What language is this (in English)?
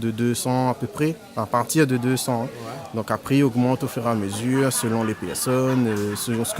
Réunion Creole French